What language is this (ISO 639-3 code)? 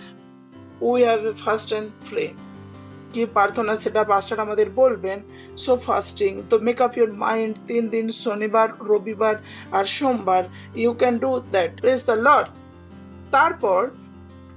ben